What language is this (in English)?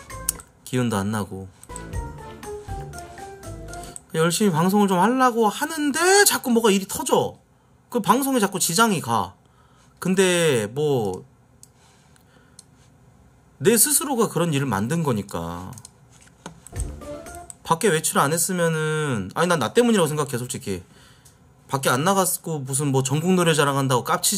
Korean